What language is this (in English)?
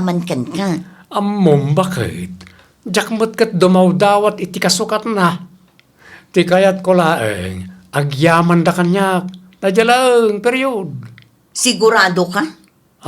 Iloko